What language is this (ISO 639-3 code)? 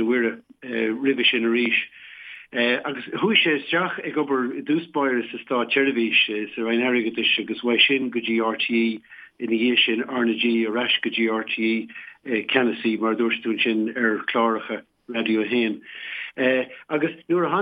gle